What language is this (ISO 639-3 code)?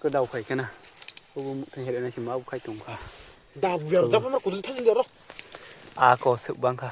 trp